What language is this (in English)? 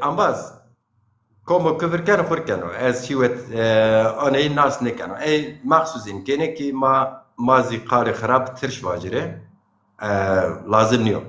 Zaza